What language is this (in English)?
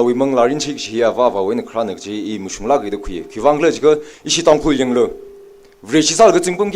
Tangkhul Naga (India)